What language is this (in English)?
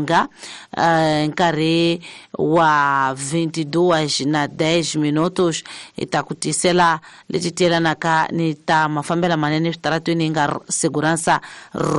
Tsonga